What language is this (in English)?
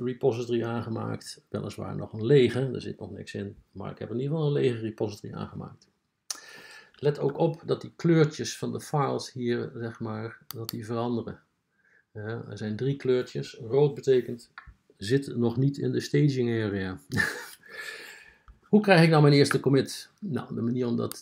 Dutch